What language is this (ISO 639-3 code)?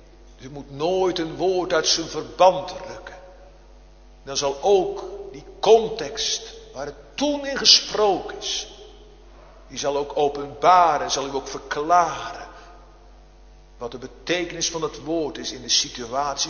nld